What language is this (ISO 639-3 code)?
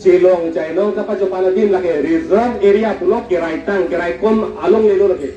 mjw